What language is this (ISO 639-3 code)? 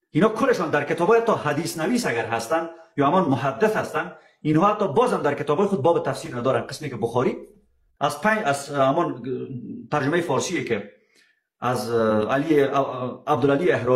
fas